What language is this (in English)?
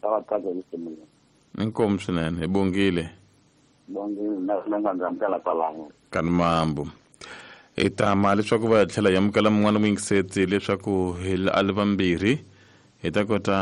Tsonga